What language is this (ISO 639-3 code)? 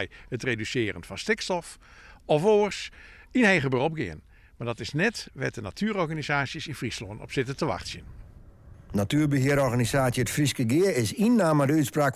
fry